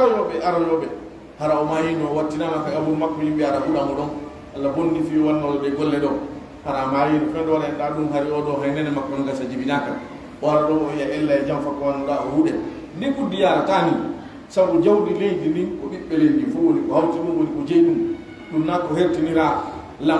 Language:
Pular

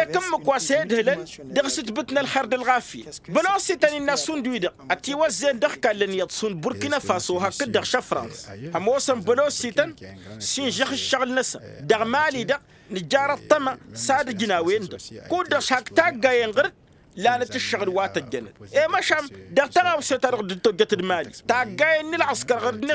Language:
Tamasheq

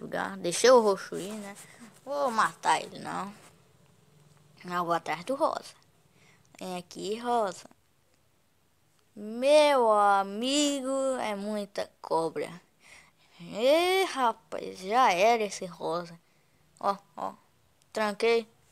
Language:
Portuguese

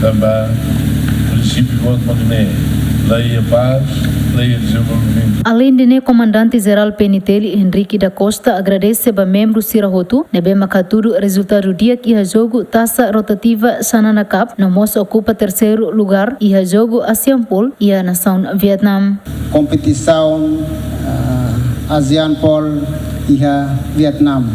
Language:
Tetum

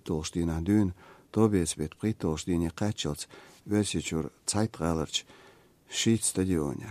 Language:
Chechen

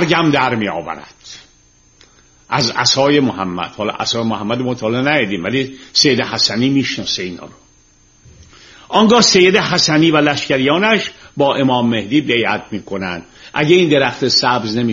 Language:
Persian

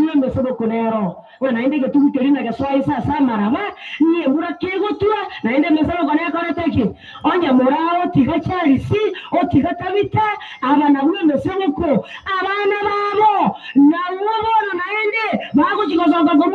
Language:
Gusii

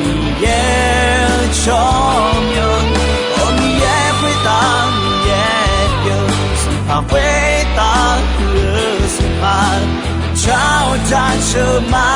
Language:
Akha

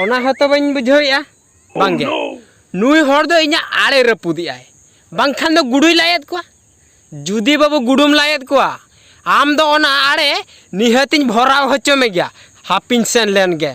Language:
Santali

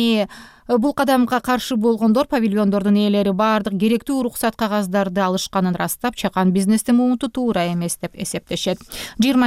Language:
Kyrgyz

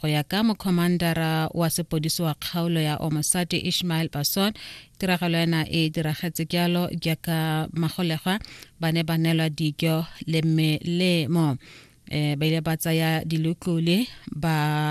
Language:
Tswana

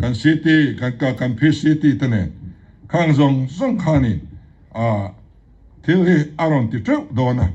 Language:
Mizo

